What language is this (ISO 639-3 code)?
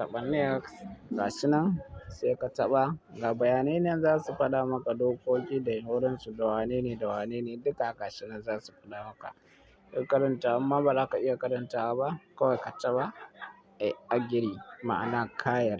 hau